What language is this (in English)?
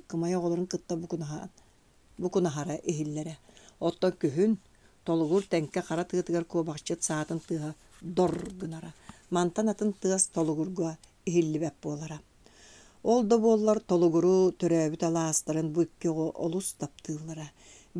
Yakut